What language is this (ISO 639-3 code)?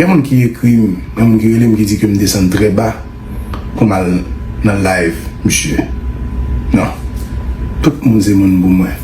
hat